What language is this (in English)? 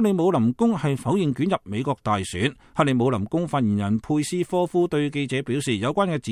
Cantonese